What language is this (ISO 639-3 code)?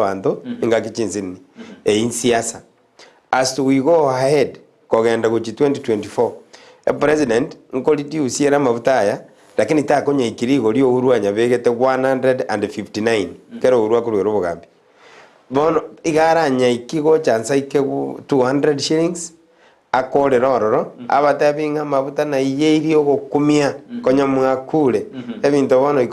guz